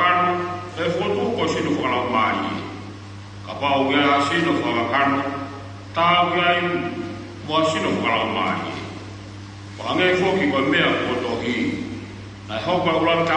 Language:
Tongan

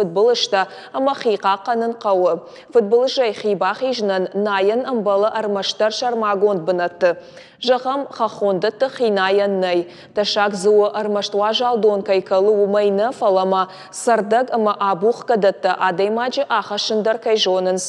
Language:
Ossetic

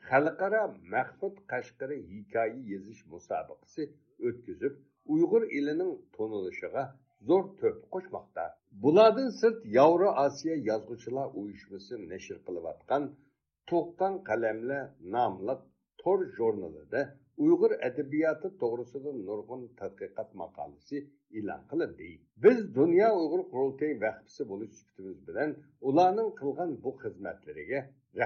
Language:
Uyghur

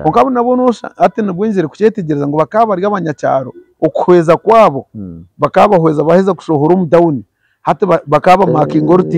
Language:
Nyankole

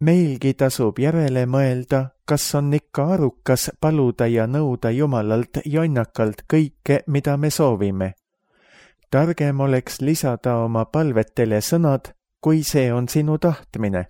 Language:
Estonian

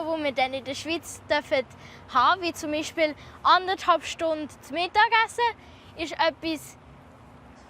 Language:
Swiss German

